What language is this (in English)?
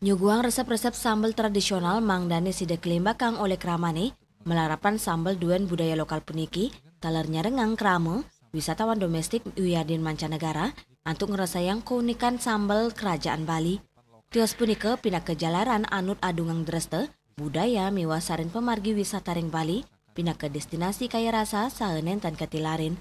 Balinese